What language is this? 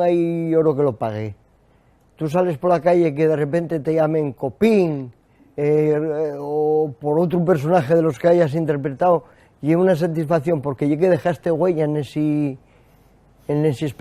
Asturian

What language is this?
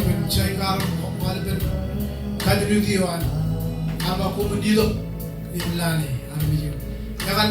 Marshallese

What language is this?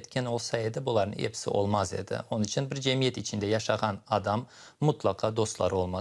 Crimean Tatar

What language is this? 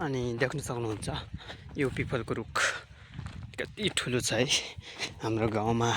Nepali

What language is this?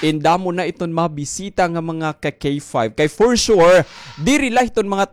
Waray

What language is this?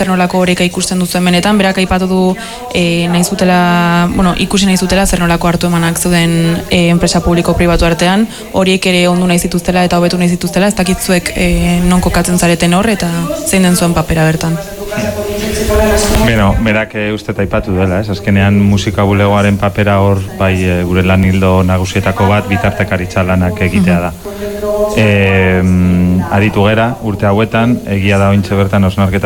Basque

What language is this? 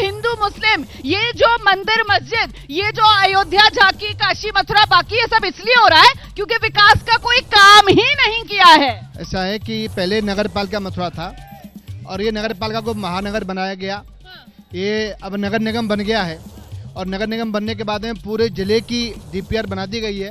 Hindi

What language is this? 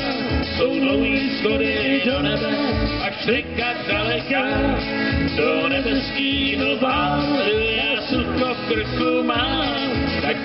Czech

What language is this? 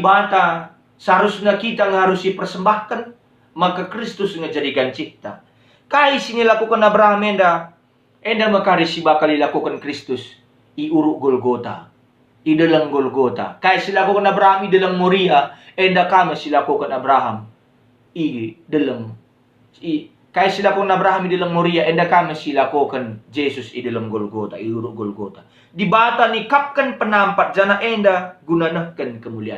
Batak Karo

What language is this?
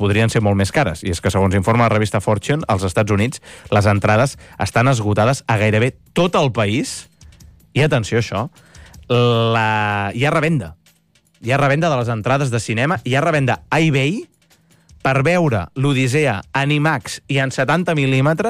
Catalan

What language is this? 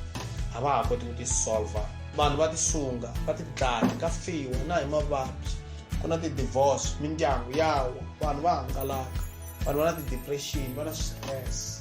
Tsonga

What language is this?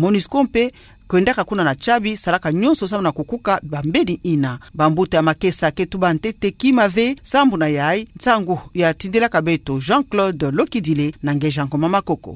Kituba (Democratic Republic of Congo)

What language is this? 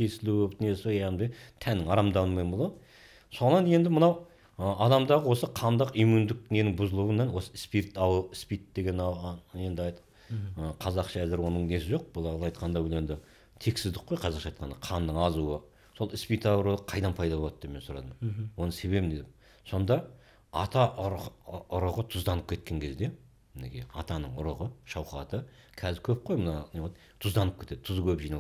Kazakh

